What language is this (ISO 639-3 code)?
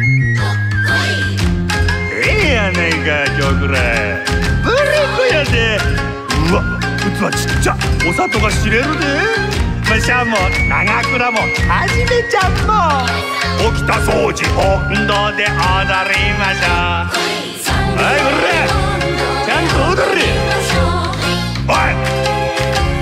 jpn